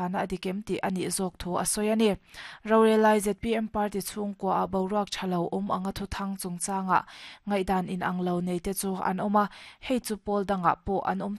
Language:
Mizo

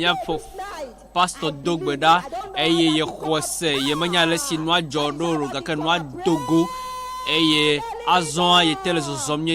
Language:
Ewe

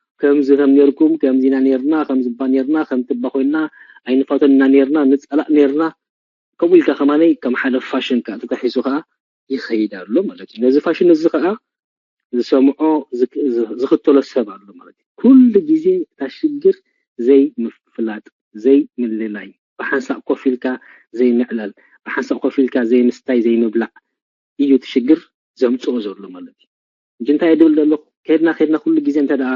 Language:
Tigrinya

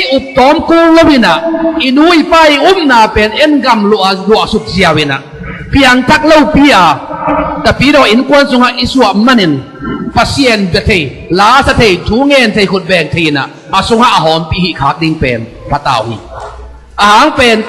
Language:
Tedim Chin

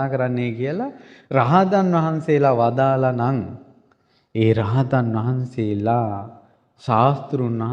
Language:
Sinhala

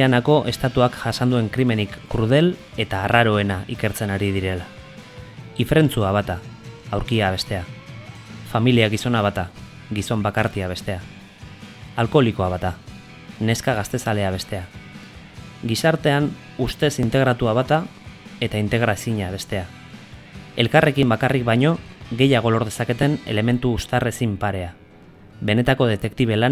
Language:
Basque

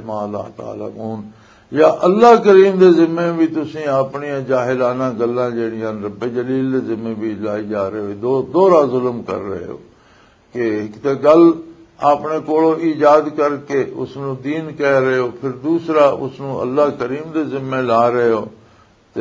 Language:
Western Panjabi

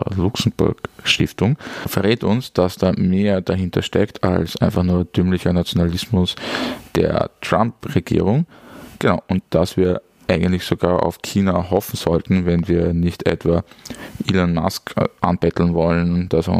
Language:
German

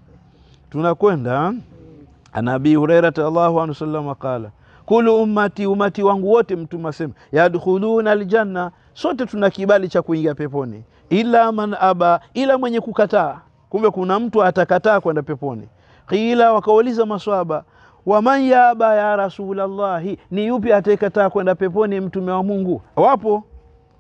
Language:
Swahili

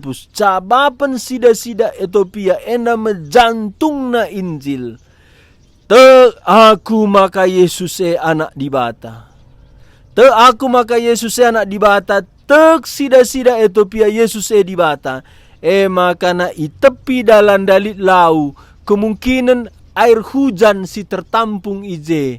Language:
Batak Karo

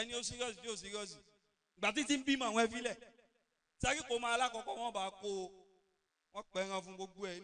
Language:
Yoruba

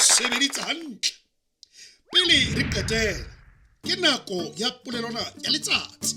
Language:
Southern Sotho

